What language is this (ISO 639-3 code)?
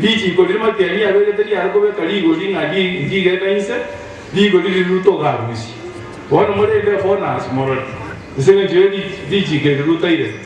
guz